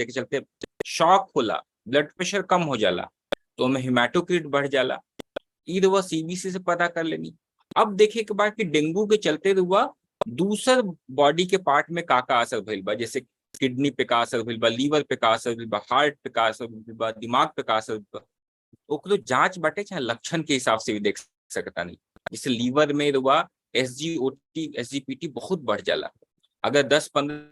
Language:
Bhojpuri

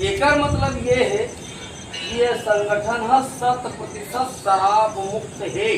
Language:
Chhattisgarhi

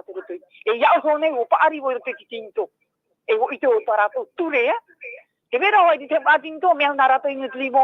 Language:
Tahitian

